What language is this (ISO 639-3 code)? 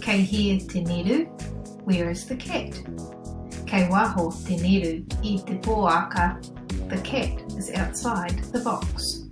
mri